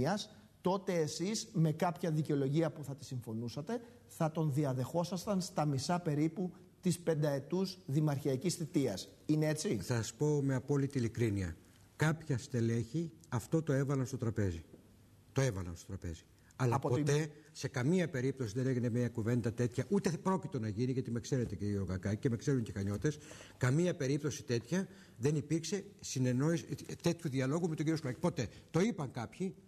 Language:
Greek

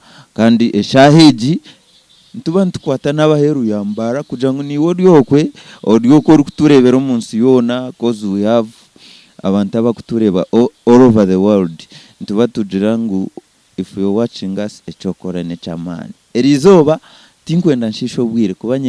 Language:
Nyankole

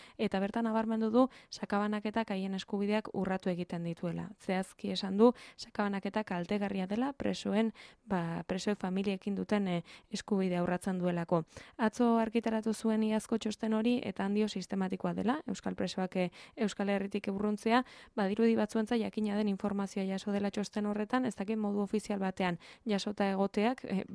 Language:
Basque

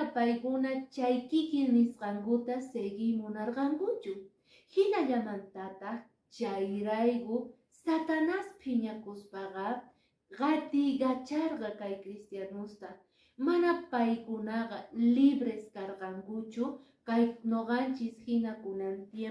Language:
Quechua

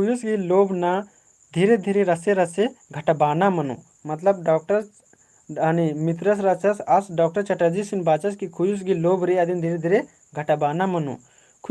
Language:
Kurukh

